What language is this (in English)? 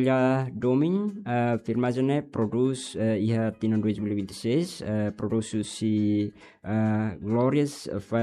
Tetum